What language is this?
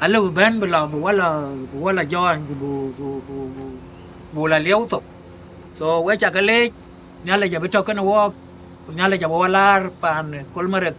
Dinka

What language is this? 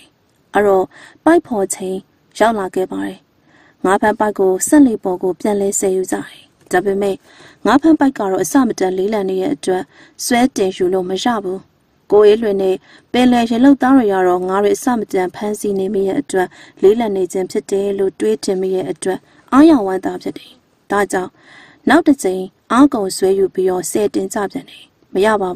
Burmese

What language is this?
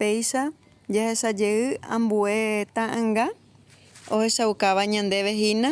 Guarani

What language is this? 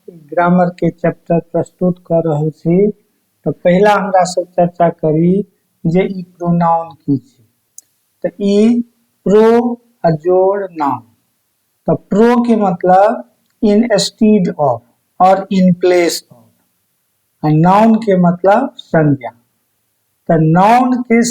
Maithili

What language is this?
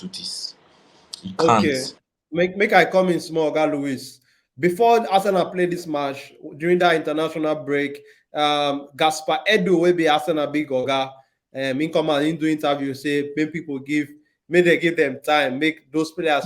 Nigerian Pidgin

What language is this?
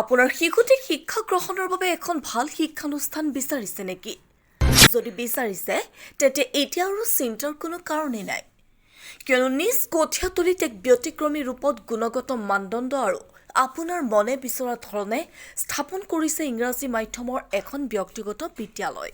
Assamese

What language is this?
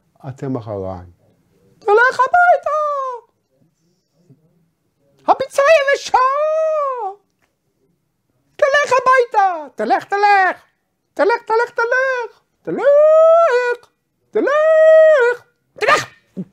Hebrew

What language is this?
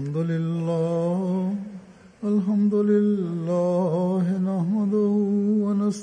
Bosnian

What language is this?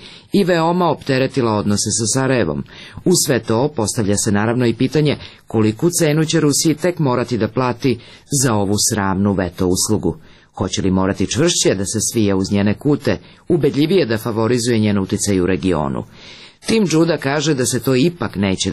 Serbian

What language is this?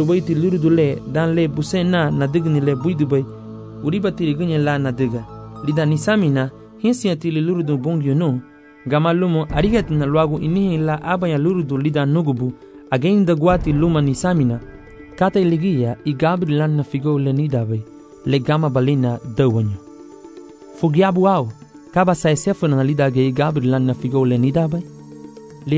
Garifuna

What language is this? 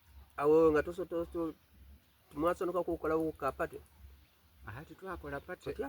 Soga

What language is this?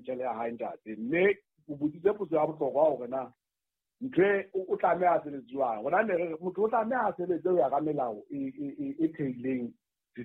Southern Sotho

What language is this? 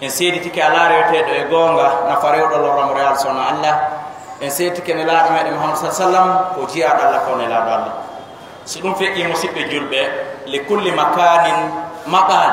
Fula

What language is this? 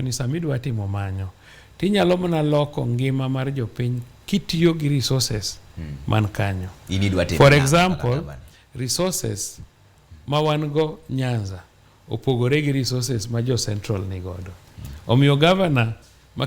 Luo (Kenya and Tanzania)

